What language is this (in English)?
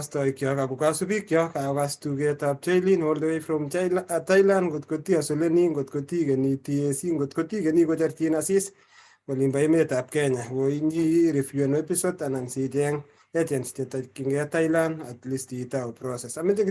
Kalenjin